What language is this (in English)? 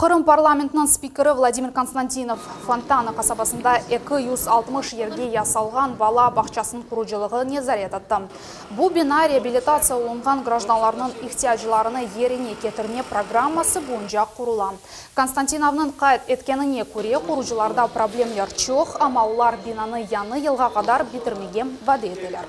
Crimean Tatar